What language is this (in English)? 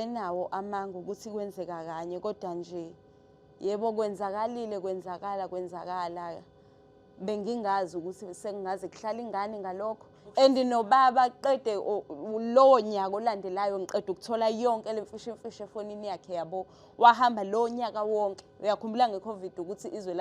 Zulu